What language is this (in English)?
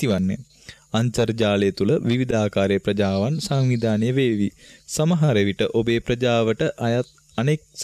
Sinhala